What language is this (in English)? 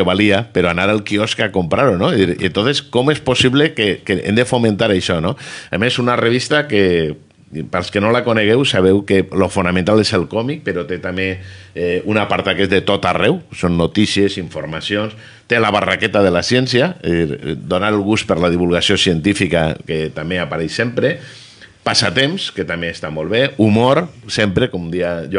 Catalan